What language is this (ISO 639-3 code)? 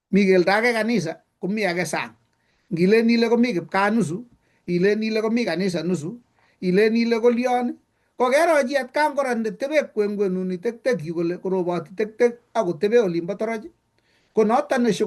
kln